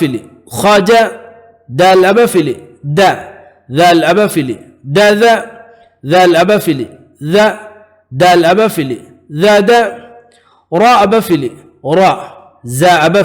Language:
Divehi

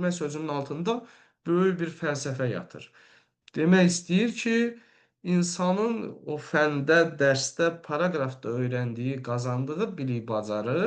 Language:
Azerbaijani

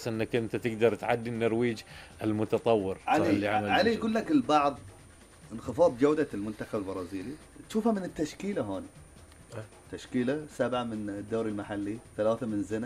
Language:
Gulf Arabic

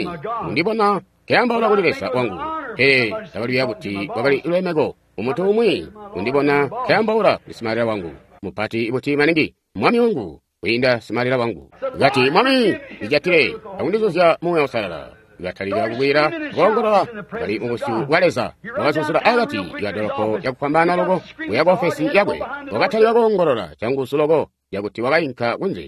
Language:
Tonga (Zambia)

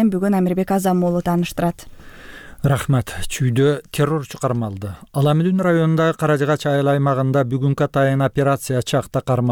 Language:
Kyrgyz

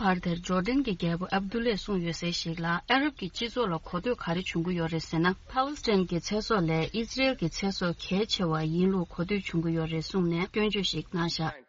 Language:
Tibetan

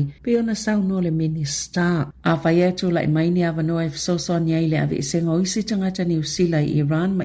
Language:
Samoan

